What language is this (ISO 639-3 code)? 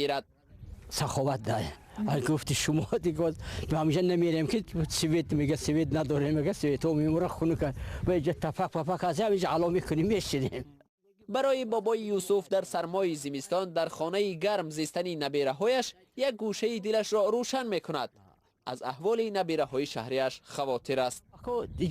tgk